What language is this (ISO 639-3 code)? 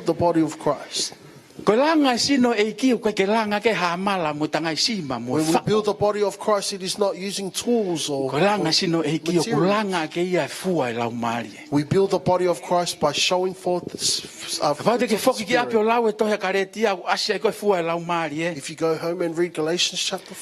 ton